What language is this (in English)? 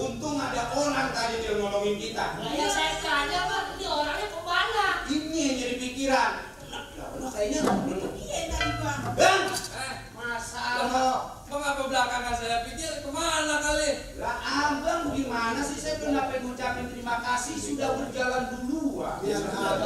Betawi